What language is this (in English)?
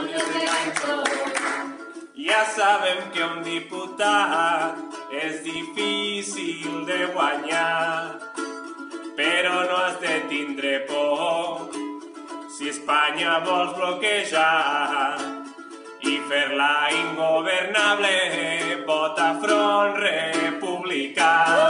Catalan